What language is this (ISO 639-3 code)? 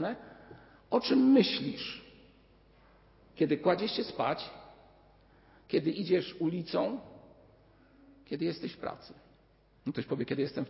pol